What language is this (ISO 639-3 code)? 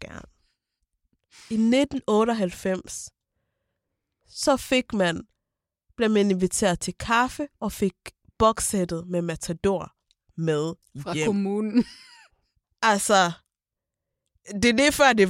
dan